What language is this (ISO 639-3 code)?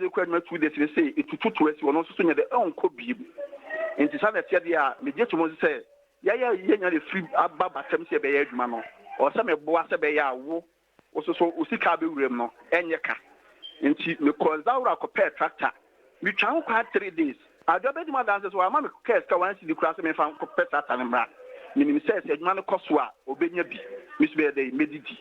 aka